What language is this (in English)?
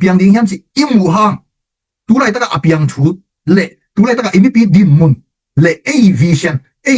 Tedim Chin